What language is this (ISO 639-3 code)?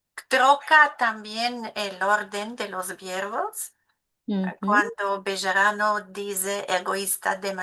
lad